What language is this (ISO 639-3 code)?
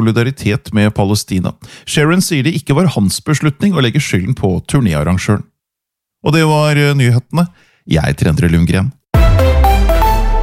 nor